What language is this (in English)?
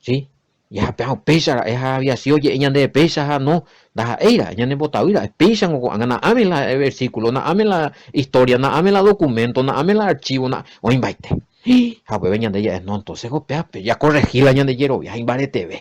Guarani